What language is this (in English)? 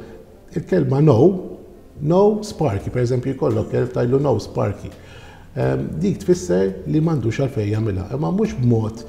Maltese